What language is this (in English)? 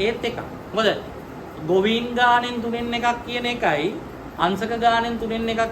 Sinhala